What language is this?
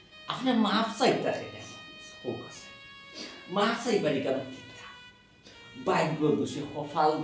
Sylheti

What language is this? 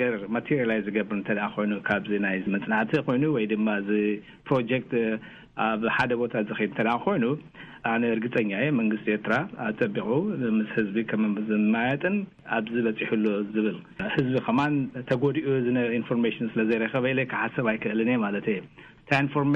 Tigrinya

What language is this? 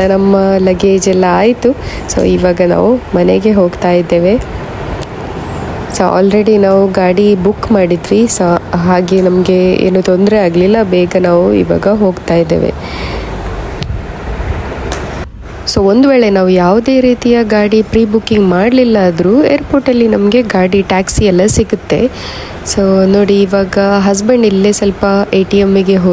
Kannada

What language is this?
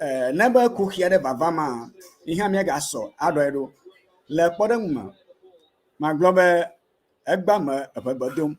Ewe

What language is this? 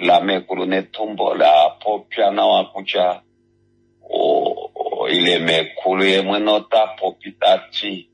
Kuanyama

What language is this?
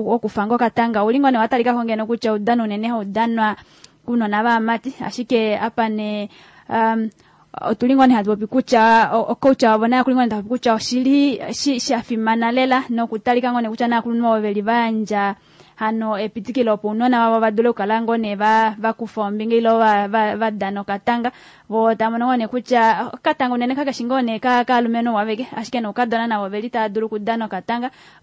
Kuanyama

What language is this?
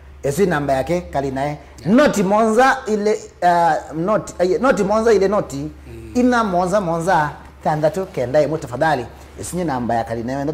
Kamba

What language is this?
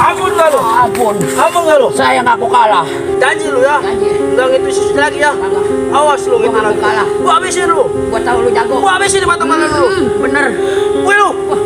Betawi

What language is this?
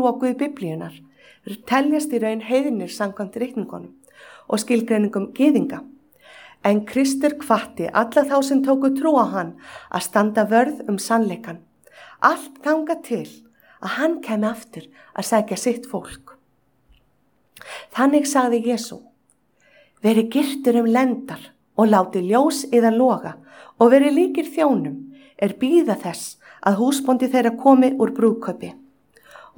Icelandic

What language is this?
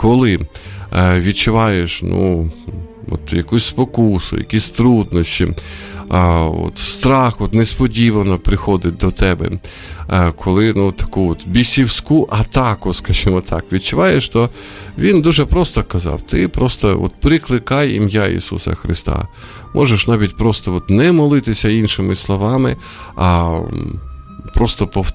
Ukrainian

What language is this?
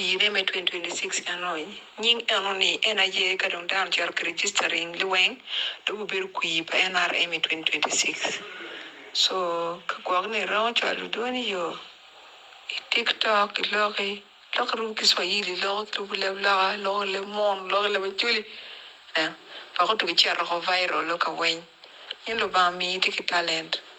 Acoli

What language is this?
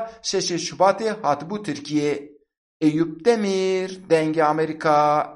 Kurdish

